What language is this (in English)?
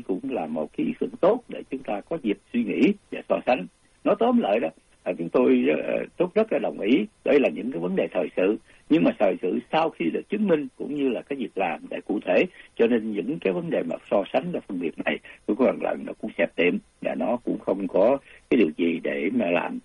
Vietnamese